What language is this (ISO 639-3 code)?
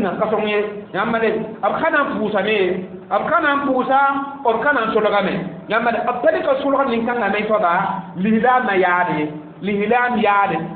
mos